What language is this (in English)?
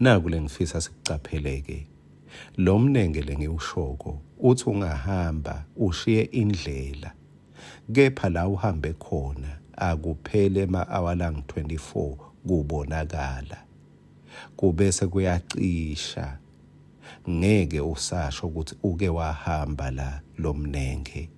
Swati